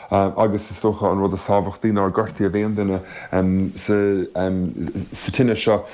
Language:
Irish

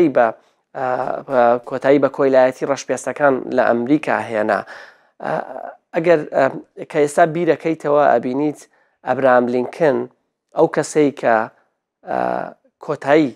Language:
Central Kurdish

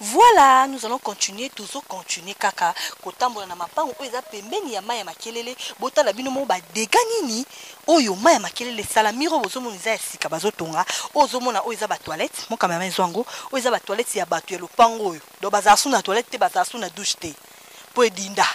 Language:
Lingala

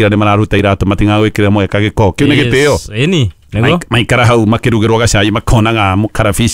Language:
Kikuyu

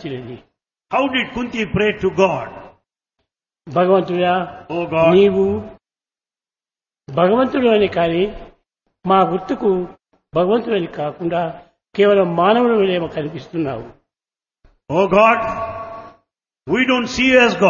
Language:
Telugu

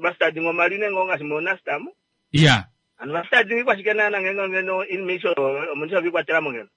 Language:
Kuanyama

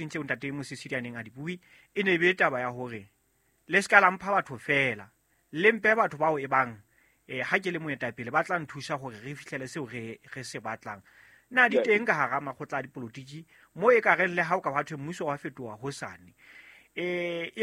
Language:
Southern Sotho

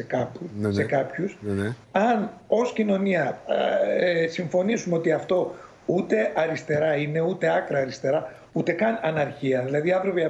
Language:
Greek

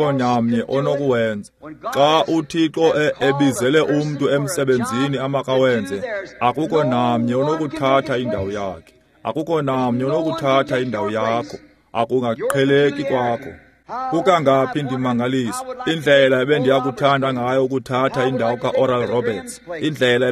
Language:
Xhosa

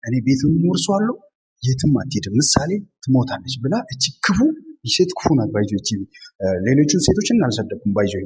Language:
Amharic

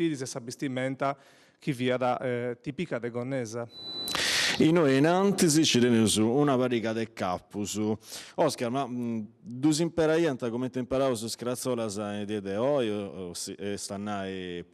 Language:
Sardinian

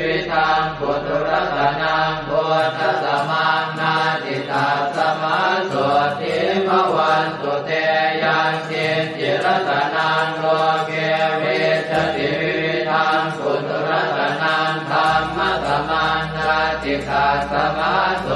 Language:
Pali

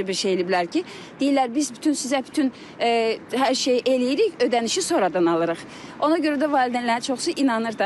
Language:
Azerbaijani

